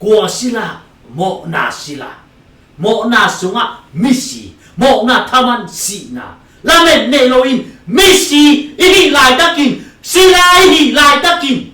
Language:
Tedim Chin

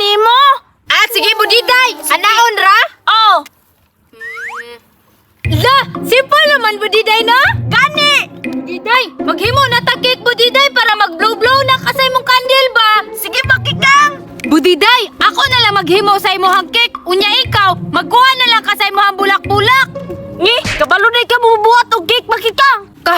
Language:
Cebuano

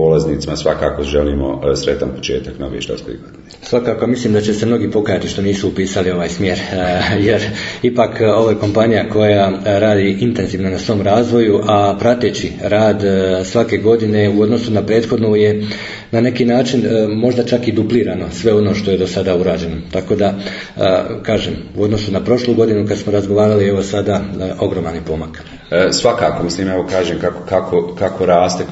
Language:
Bosnian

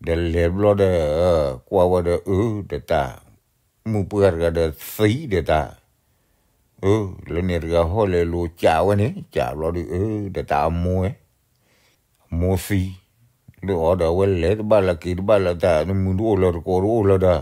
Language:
S'gaw Karen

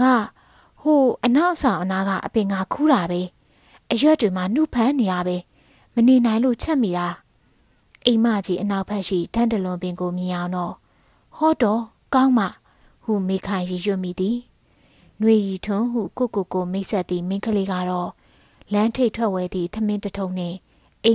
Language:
Burmese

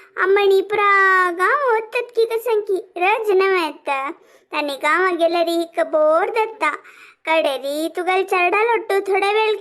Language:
Konkani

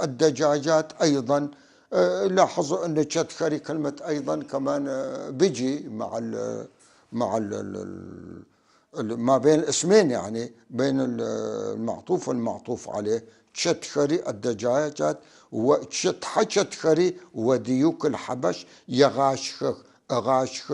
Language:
North Levantine Arabic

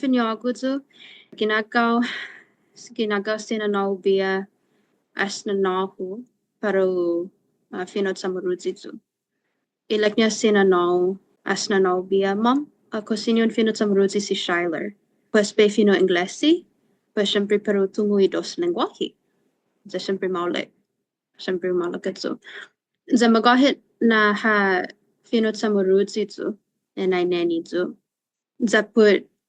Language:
Chamorro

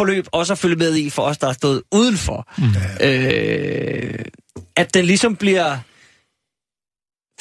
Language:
Danish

